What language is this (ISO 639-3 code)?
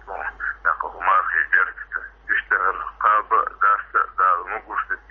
che